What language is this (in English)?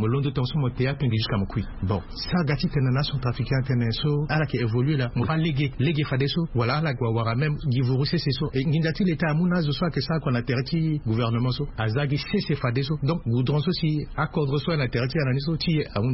Sango